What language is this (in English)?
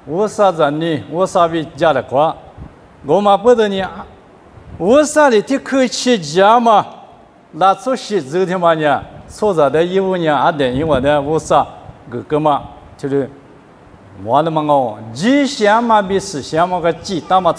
Lisu